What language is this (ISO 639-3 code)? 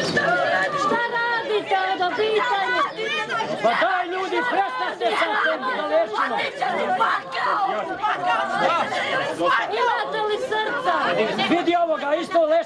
hrv